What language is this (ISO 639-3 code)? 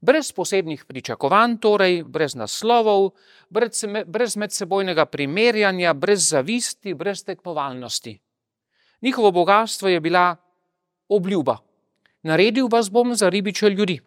slv